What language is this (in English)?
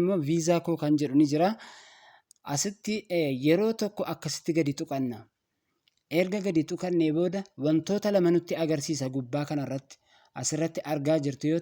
Oromo